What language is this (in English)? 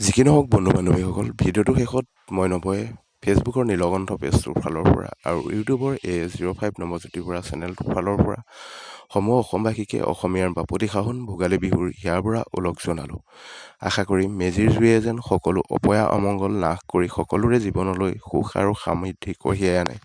Assamese